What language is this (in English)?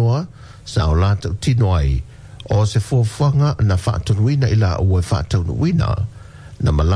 Samoan